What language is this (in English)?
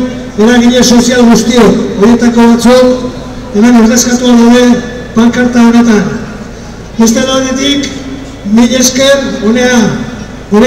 Basque